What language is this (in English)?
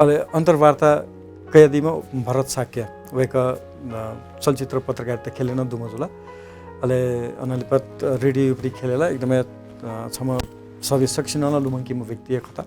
Newari